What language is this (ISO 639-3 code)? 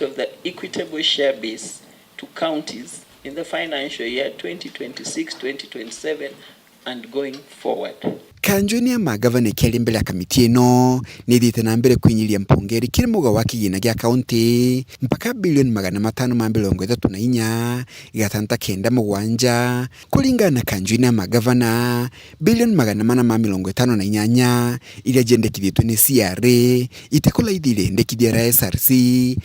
mer